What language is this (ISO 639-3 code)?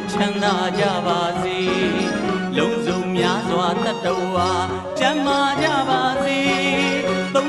mya